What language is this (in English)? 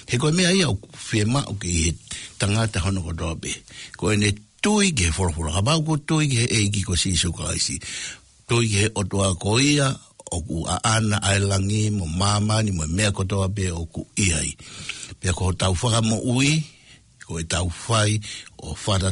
Tongan